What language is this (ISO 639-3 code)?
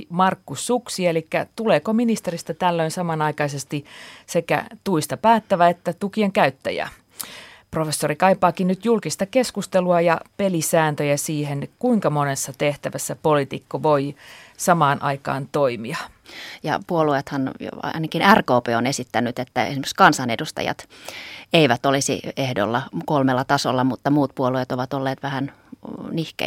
fin